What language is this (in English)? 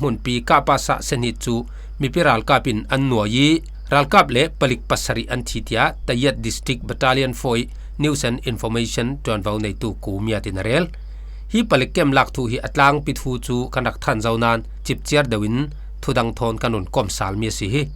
Falam Chin